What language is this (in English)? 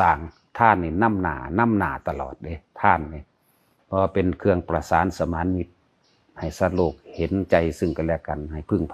Lao